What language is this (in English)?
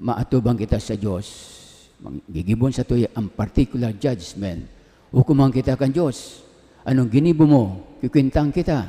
Bikol